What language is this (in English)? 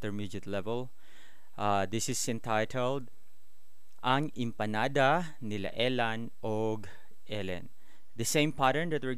Cebuano